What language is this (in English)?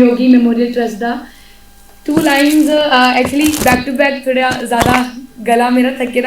Dogri